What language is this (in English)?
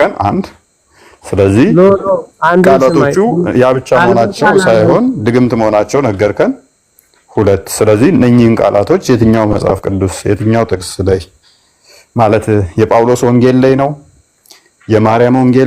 Amharic